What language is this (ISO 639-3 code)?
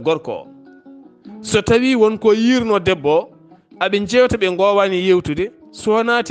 ful